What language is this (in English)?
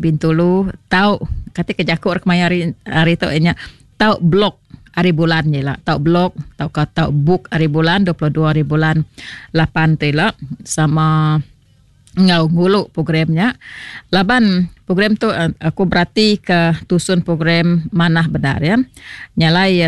Iban